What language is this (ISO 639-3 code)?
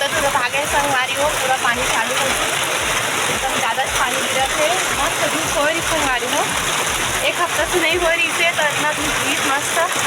hne